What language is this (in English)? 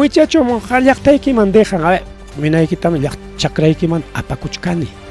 Ayacucho Quechua